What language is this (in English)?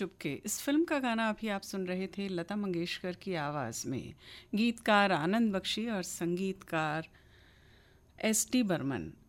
Hindi